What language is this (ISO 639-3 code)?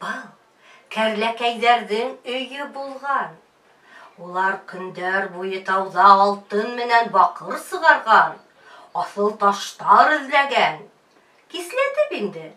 bak